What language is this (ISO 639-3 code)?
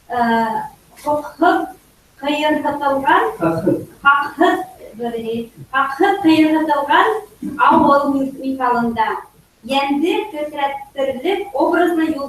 bak